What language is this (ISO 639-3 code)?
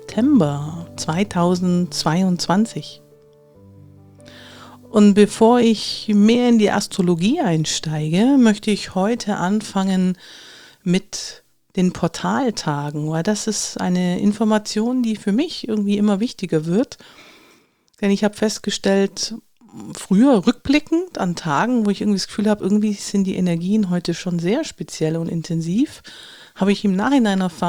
deu